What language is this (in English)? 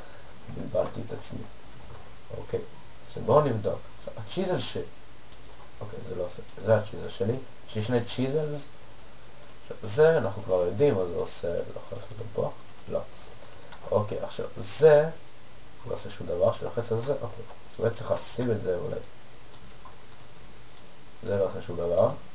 Hebrew